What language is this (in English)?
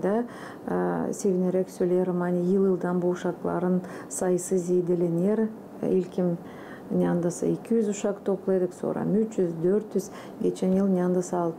Gagauz